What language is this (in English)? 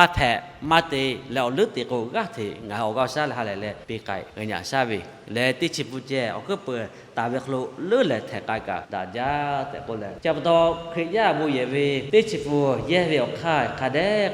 Lahu